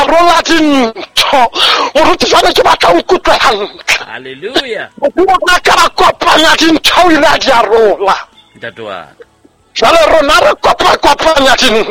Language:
Southern Sotho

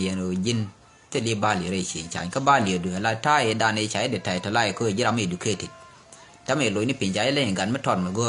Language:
Nuer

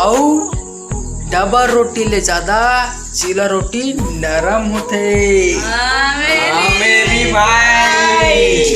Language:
Chhattisgarhi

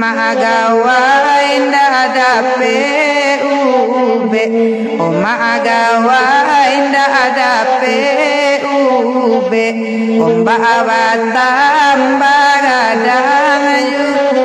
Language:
Minangkabau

